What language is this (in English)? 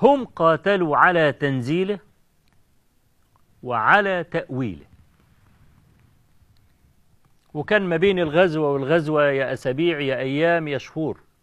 Egyptian Arabic